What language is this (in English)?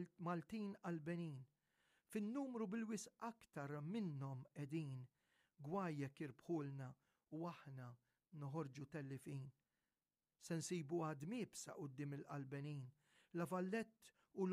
Maltese